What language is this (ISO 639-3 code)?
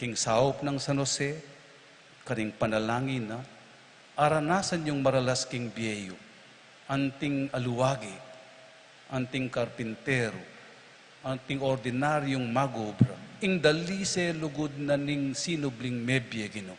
pam